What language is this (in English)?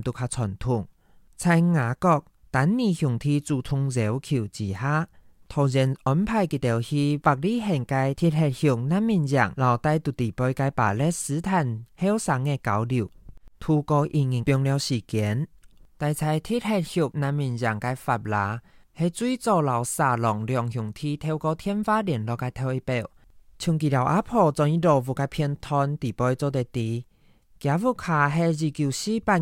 Hakka Chinese